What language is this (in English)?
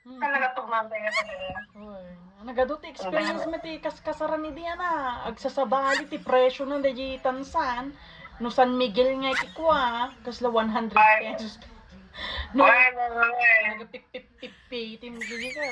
Iloko